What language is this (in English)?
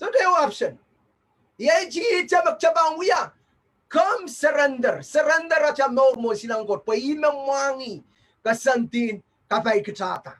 Pohnpeian